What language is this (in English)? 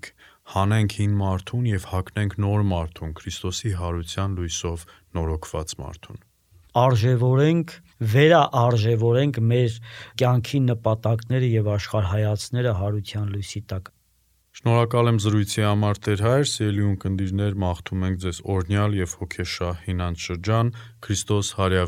Armenian